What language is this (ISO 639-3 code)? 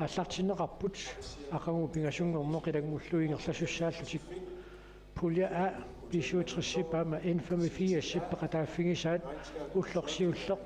kal